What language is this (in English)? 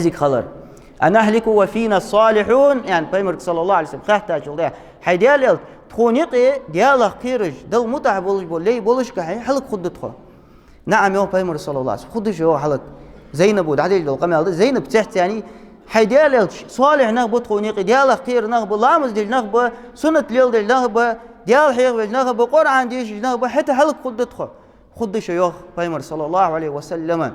Ingush